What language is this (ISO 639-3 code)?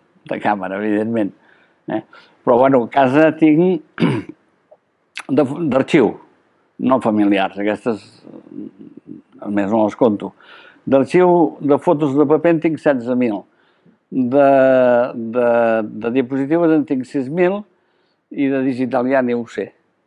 cat